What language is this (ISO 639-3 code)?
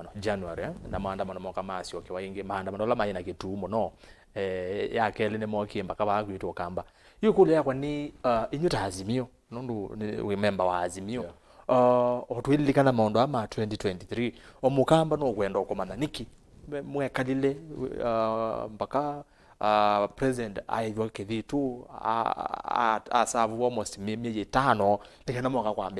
kam